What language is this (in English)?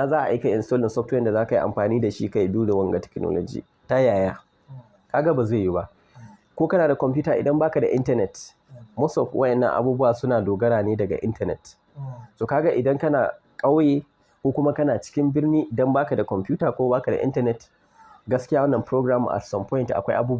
Hausa